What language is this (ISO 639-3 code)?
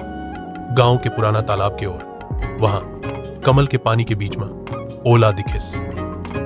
hne